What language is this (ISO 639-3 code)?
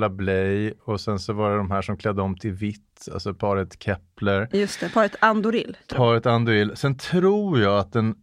swe